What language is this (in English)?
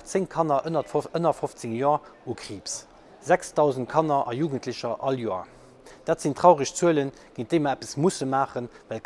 Luxembourgish